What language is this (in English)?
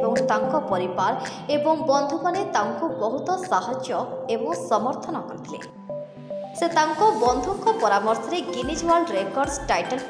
Odia